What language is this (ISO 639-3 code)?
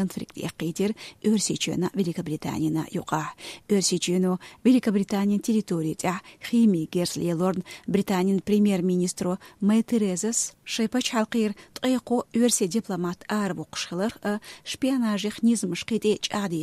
che